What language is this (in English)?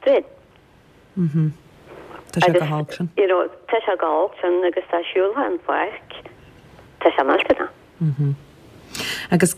Irish